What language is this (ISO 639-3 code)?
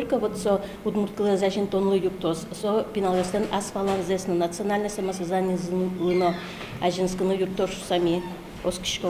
udm